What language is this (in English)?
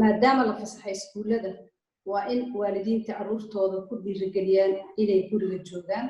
Somali